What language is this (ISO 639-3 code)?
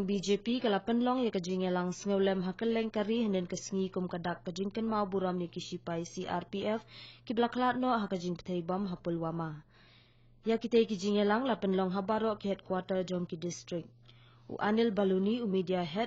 kha